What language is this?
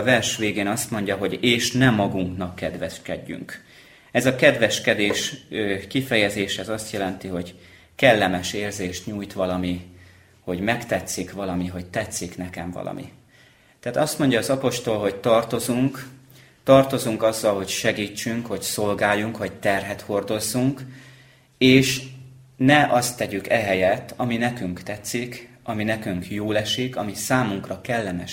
Hungarian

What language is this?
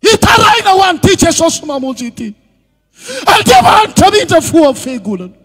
Malagasy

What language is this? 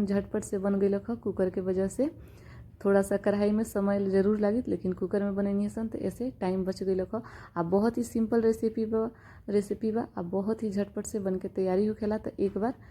Bhojpuri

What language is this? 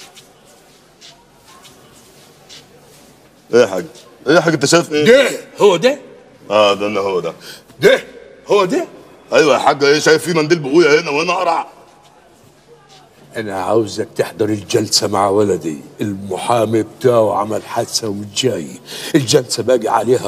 Egyptian Arabic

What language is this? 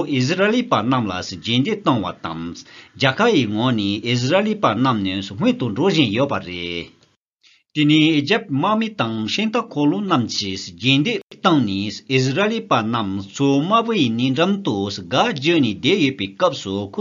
Tibetan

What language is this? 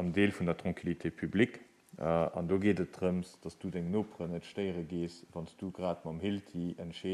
Luxembourgish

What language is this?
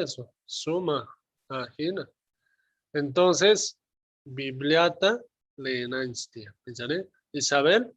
South Bolivian Quechua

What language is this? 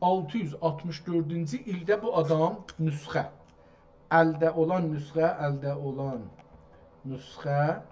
South Azerbaijani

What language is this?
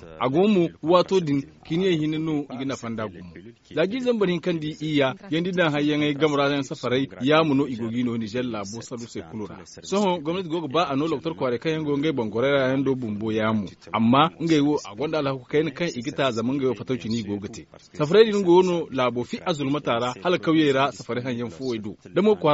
Zarma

